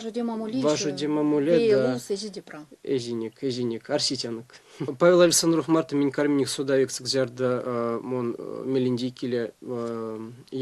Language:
Erzya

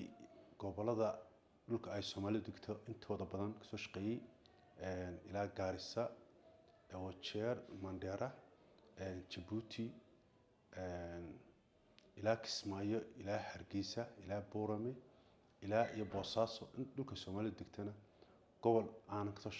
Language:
Somali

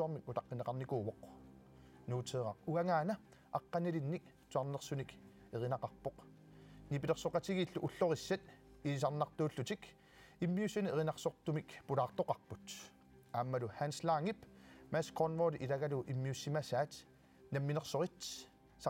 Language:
Kalaallisut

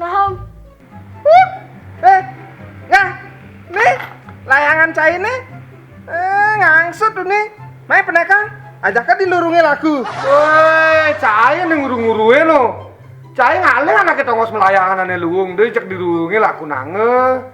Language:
Balinese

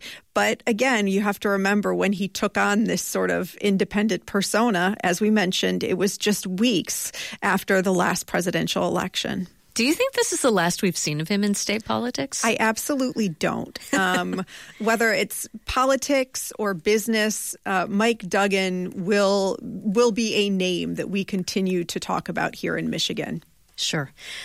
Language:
English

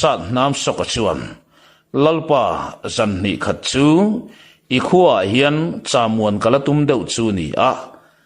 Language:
Mizo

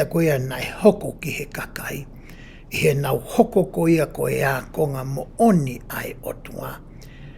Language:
Tongan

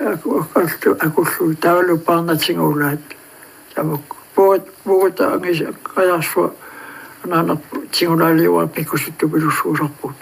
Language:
Kalaallisut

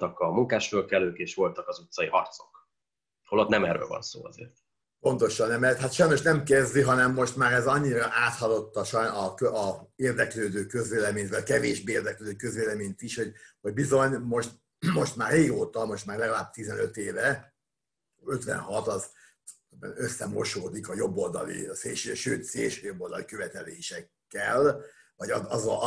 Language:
Hungarian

